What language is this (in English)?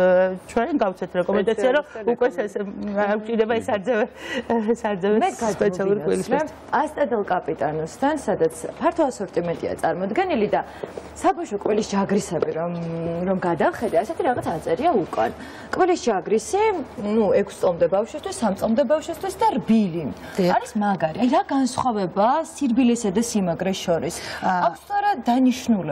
Georgian